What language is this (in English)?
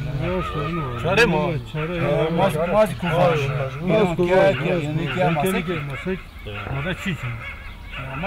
Zaza